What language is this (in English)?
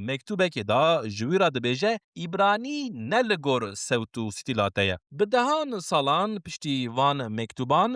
Kurdish